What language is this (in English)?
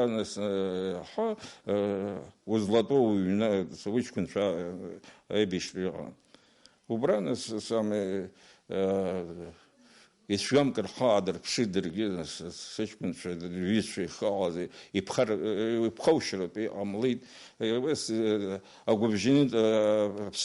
Abkhazian